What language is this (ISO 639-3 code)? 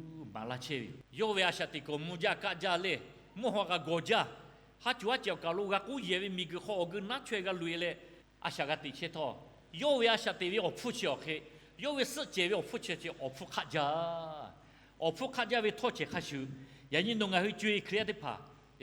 lhu